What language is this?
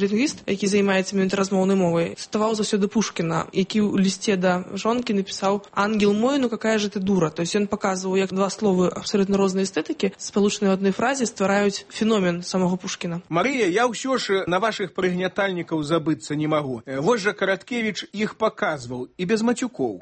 Belarusian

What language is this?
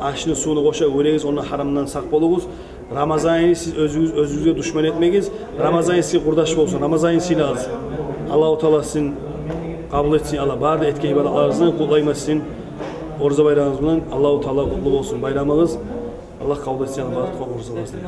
Kumyk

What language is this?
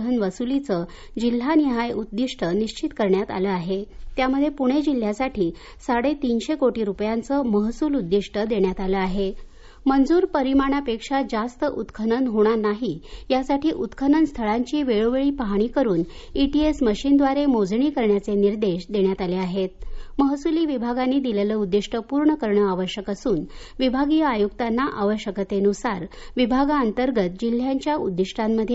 Marathi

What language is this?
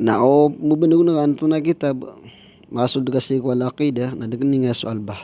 Maranao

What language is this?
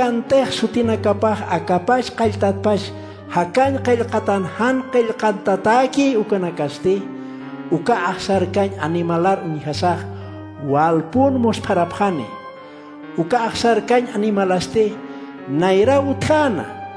Aymara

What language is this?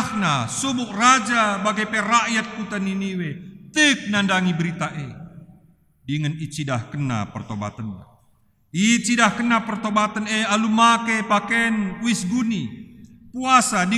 Batak Karo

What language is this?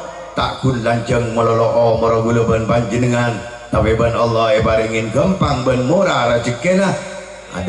Madurese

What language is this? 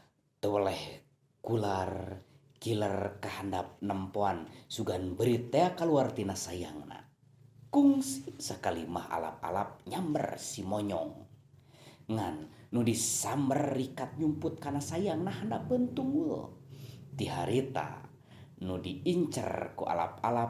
Sundanese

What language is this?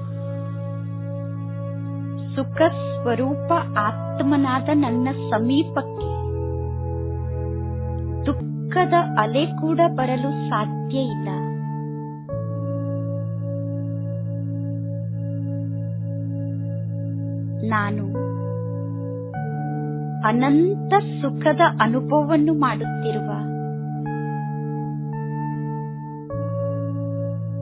Kannada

